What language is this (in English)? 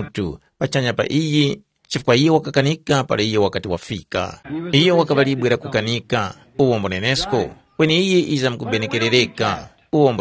Tumbuka